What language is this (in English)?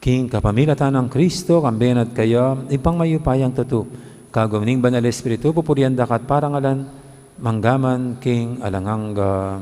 Pampanga